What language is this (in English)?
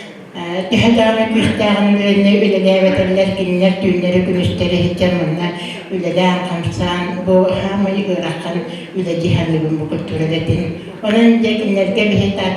Yakut